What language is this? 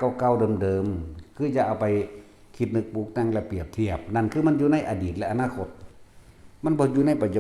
Northeastern Thai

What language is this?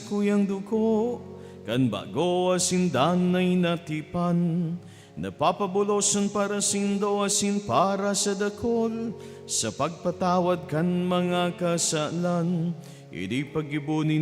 Bikol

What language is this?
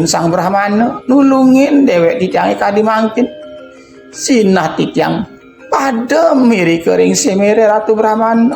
Balinese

